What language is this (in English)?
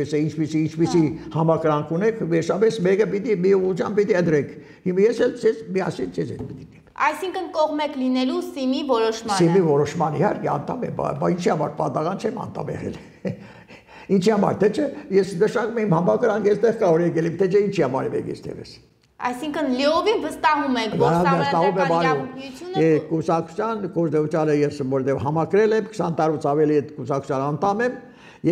Armenian